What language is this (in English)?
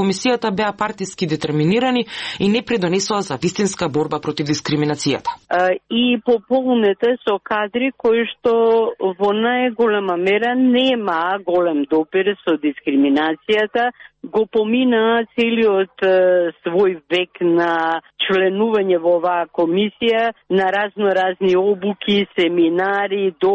Macedonian